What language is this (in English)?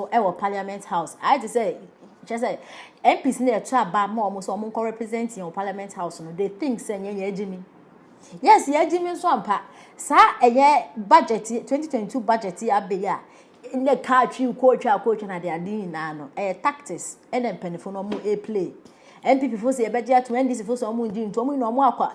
Akan